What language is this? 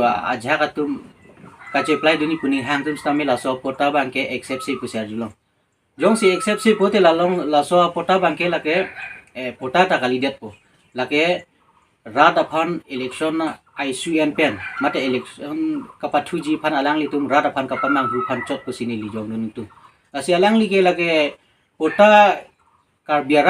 Karbi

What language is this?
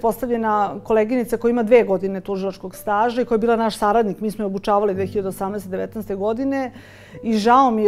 Serbian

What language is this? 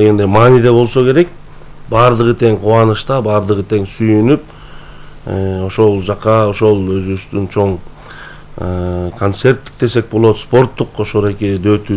Kyrgyz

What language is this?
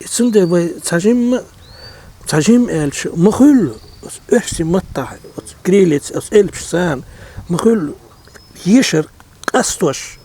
Chechen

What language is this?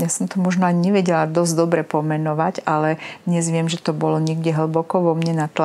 Slovak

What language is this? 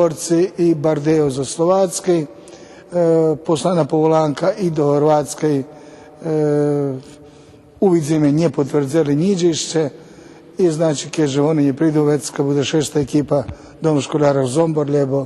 Rusyn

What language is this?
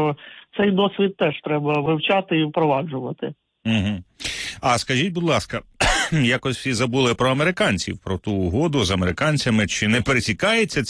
Ukrainian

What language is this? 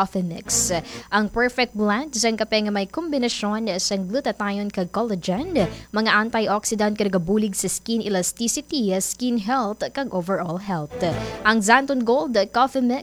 Hiligaynon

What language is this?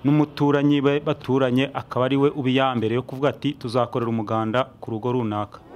Kinyarwanda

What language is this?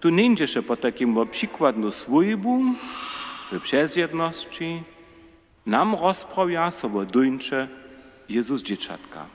Upper Sorbian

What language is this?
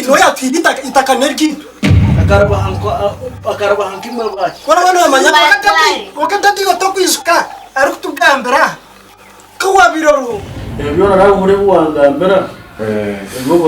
Nyankole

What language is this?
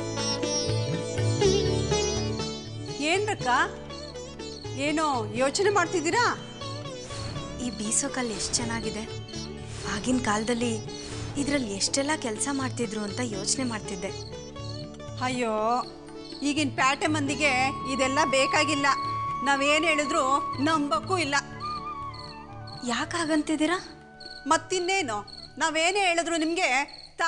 Kannada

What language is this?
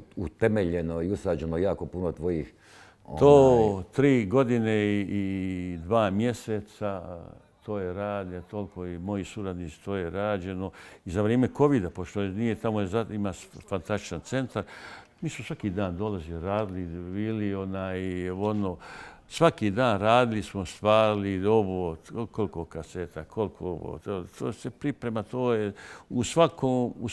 Bosnian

